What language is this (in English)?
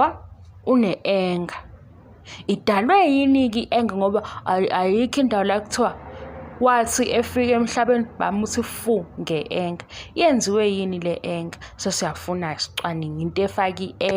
Zulu